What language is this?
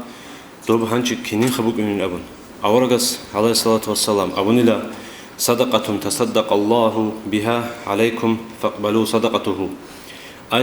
Avaric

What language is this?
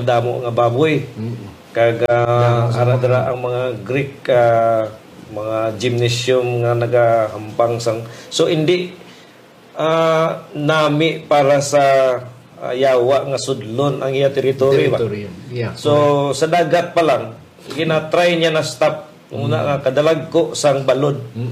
Hiligaynon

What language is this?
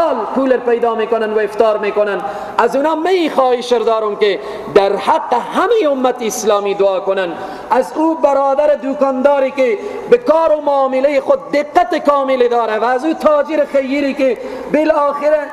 Persian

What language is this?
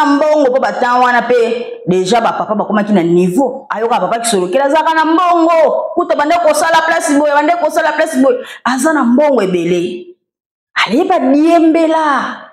Lingala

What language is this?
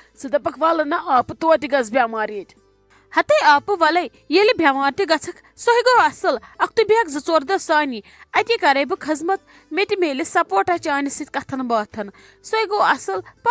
Kashmiri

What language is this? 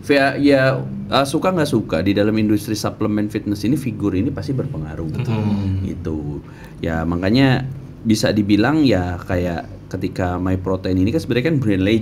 Indonesian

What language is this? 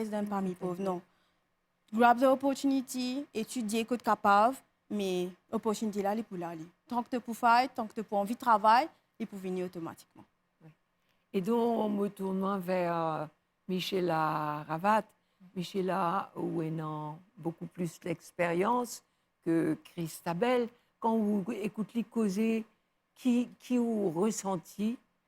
Morisyen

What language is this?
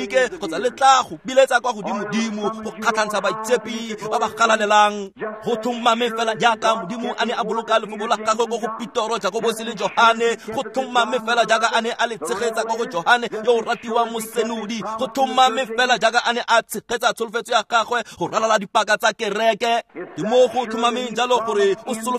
Tswana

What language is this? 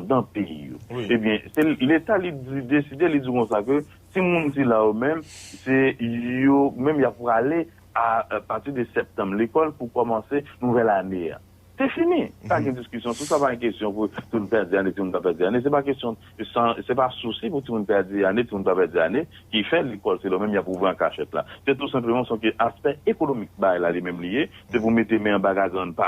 Haitian Creole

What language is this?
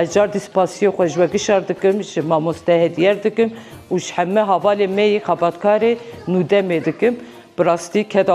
Kurdish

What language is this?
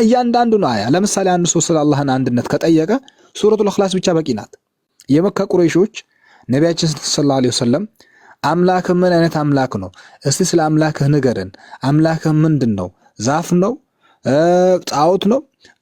Amharic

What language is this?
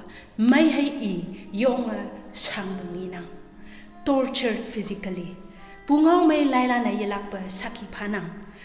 Konyak Naga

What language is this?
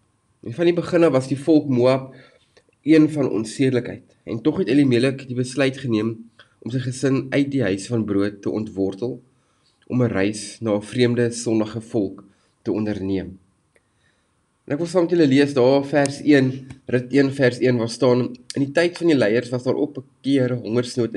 Afrikaans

